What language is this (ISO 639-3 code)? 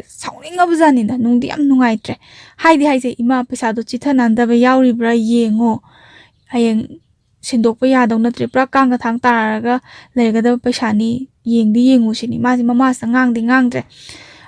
mni